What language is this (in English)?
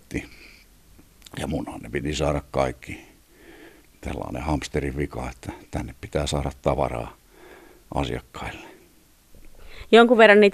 Finnish